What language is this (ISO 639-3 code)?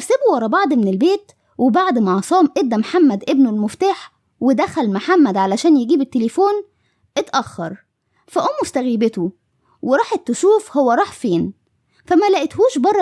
arz